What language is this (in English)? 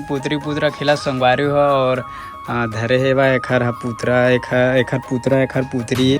Chhattisgarhi